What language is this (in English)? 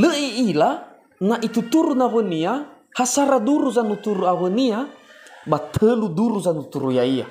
Nias